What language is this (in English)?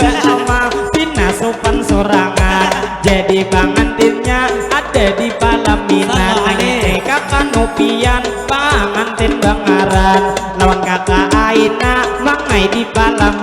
Banjar